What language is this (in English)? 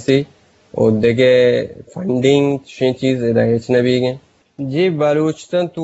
Eastern Balochi